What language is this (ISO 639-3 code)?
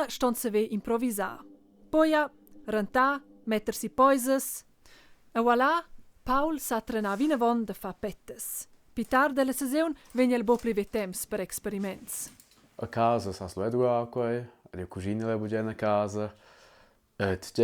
roh